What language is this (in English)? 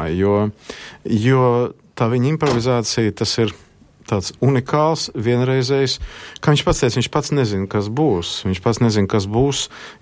Latvian